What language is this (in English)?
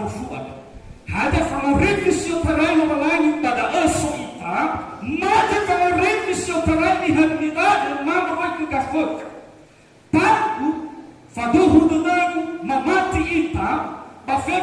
Nias